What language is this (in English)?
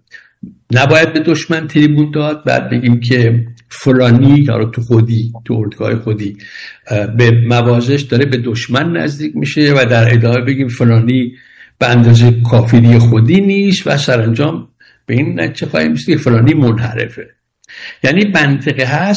Persian